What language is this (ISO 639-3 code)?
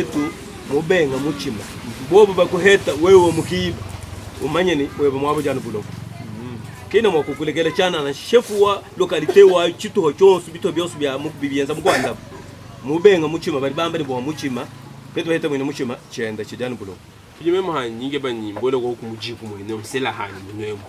lua